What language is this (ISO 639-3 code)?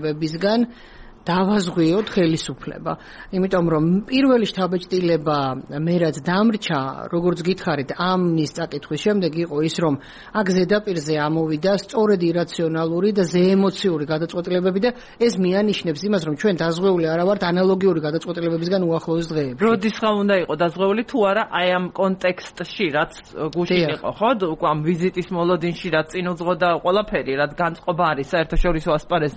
kat